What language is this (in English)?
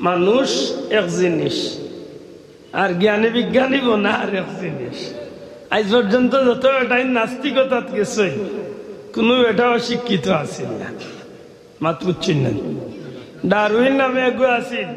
Sylheti